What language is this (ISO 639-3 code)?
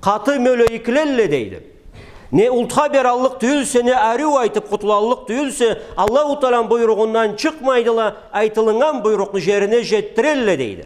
krc